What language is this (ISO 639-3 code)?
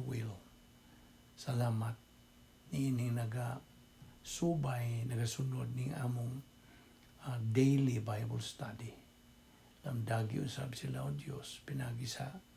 ceb